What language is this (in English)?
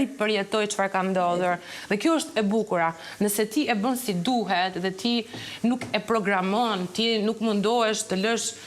Albanian